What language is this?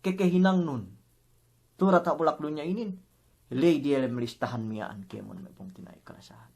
Yakan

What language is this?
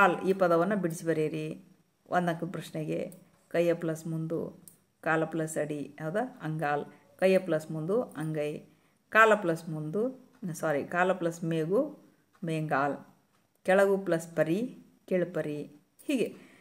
Kannada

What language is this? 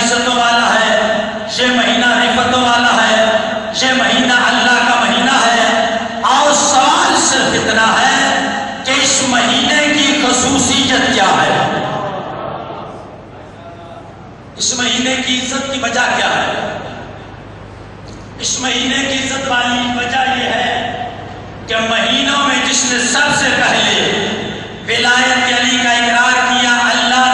Urdu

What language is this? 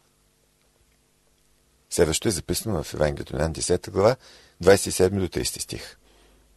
Bulgarian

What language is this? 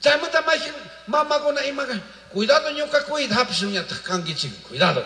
Chimborazo Highland Quichua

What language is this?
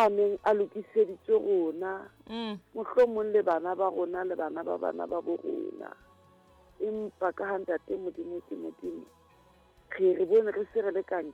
Southern Sotho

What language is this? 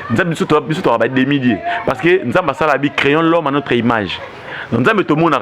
Lingala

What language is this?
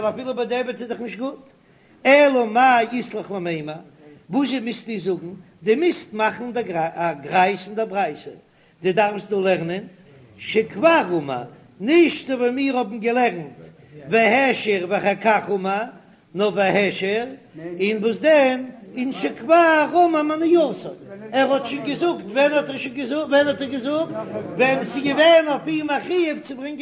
Yiddish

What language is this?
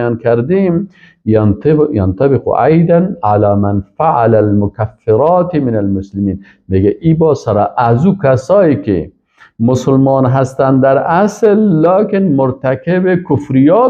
Persian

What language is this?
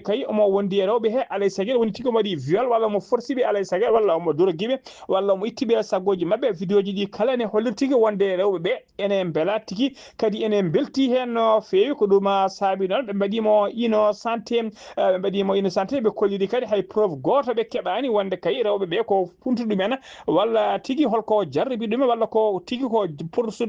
Fula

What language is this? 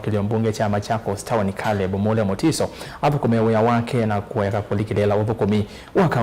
Kamba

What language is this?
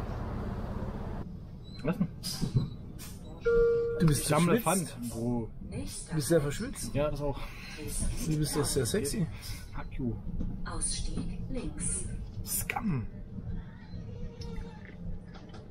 German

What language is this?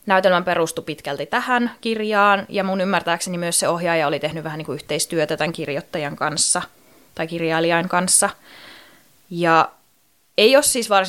Finnish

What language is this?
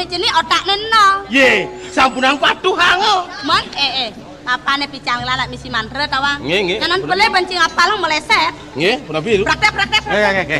Balinese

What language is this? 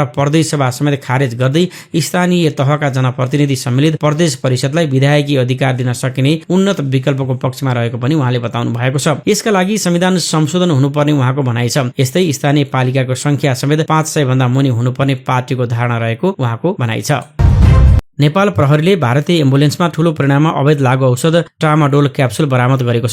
Nepali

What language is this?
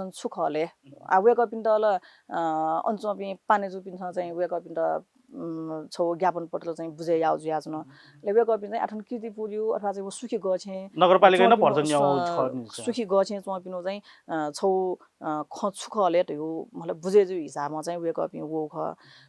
Newari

